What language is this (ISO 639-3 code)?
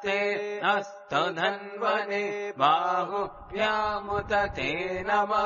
san